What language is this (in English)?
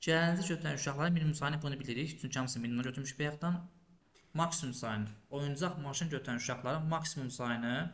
Azerbaijani